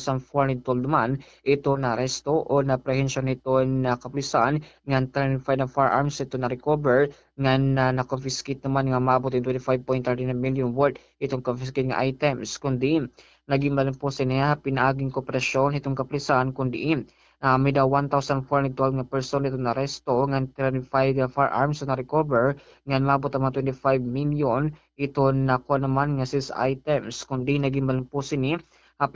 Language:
Waray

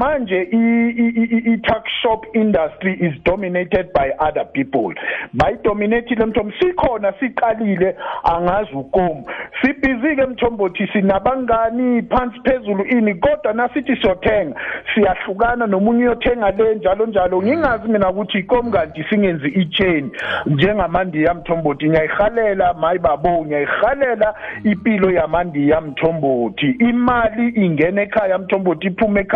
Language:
South Ndebele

